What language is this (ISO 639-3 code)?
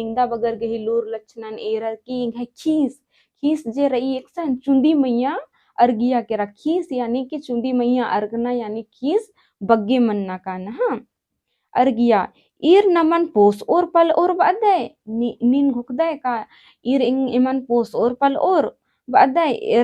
kru